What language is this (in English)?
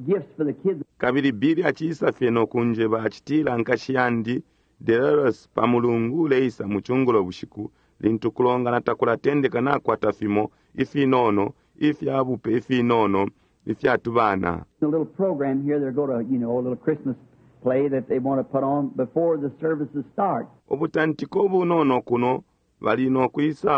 Bemba